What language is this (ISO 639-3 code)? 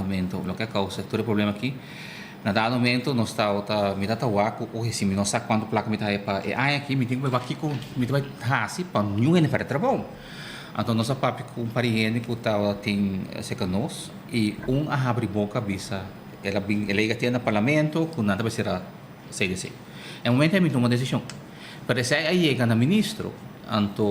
pap